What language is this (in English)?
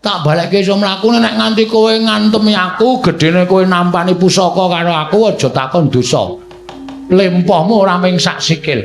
Javanese